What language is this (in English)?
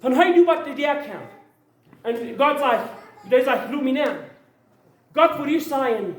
Plautdietsch